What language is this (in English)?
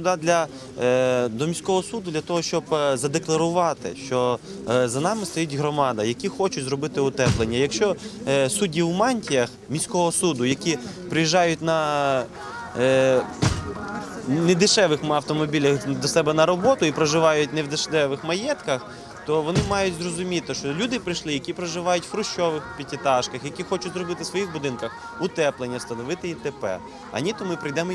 Ukrainian